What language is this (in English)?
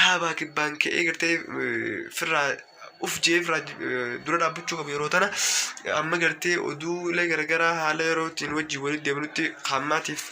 Oromo